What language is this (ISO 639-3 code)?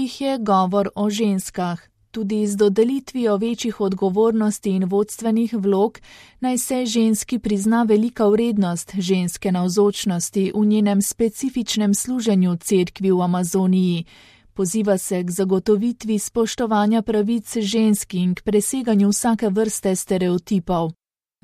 slv